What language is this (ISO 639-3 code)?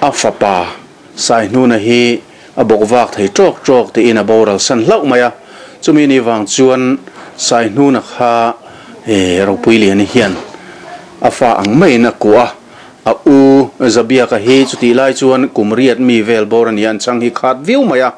lus